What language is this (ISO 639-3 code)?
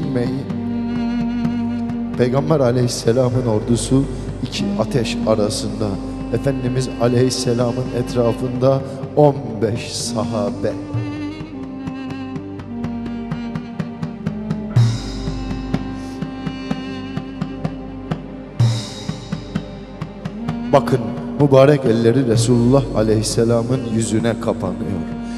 tur